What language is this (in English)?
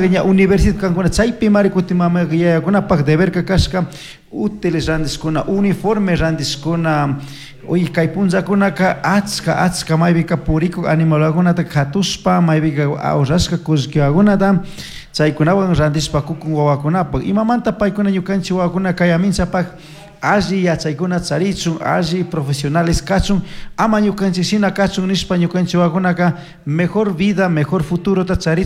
Chimborazo Highland Quichua